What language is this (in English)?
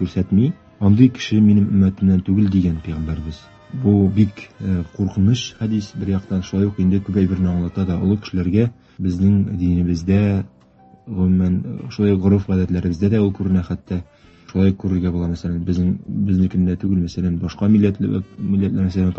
Tatar